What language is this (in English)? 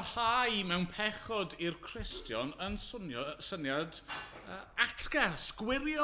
Welsh